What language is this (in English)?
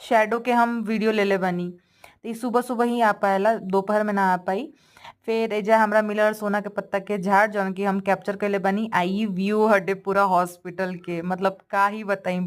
Bhojpuri